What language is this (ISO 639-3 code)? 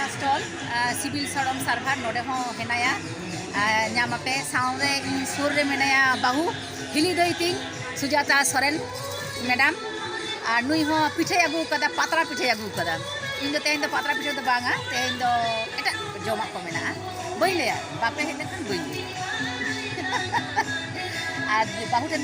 sat